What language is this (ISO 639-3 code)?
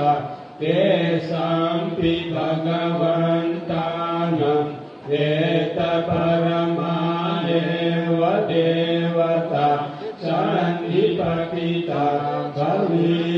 pli